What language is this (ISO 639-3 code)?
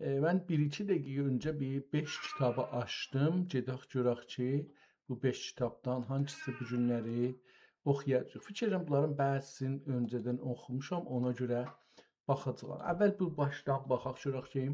azb